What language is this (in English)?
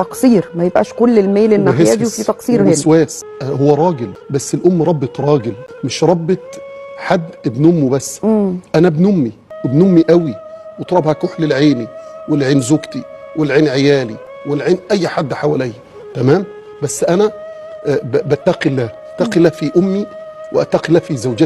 Egyptian Arabic